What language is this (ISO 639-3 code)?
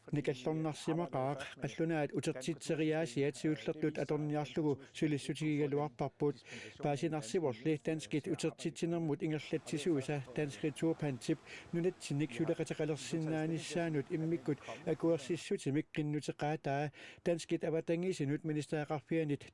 kal